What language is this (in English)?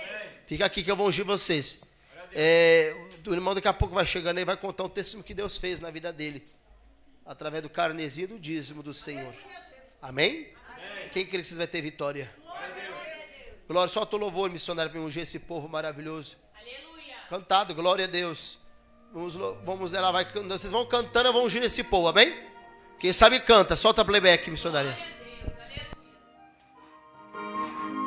Portuguese